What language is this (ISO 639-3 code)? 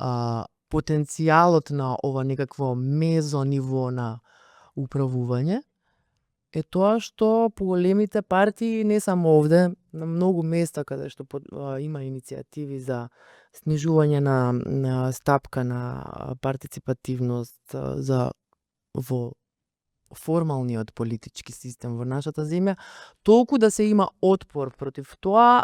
mkd